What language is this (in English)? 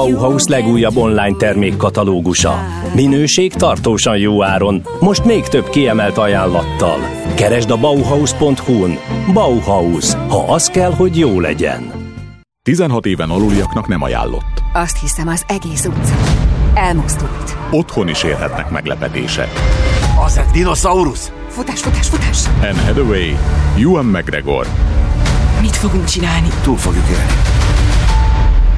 Hungarian